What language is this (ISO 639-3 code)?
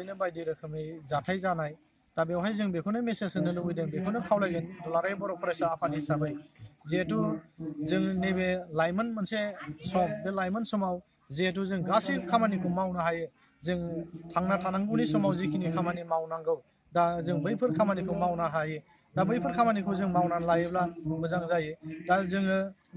brx